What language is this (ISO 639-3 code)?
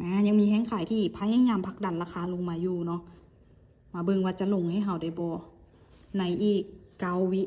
lao